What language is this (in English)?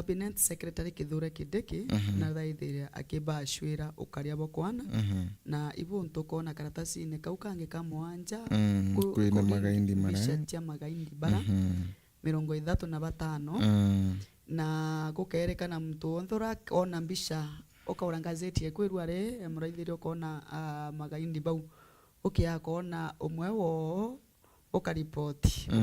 Meru